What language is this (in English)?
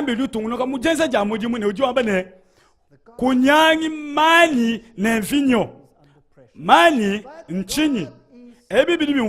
Luba-Lulua